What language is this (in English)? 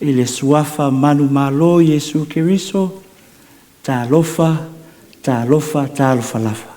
Samoan